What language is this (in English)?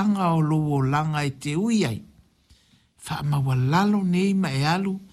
Samoan